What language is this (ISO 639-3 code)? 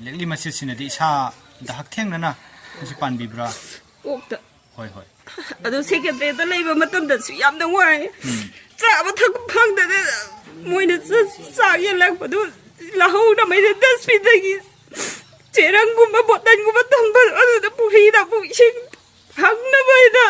mni